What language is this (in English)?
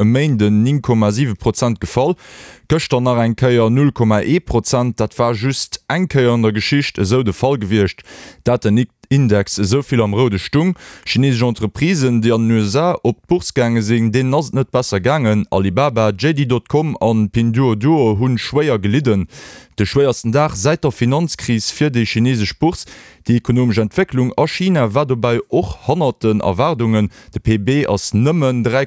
Luxembourgish